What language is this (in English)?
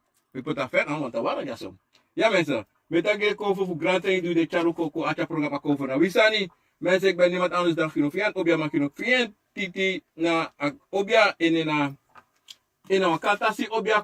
Sranan Tongo